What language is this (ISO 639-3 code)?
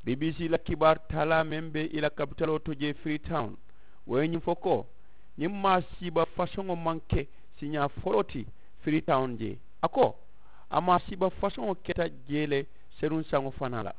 man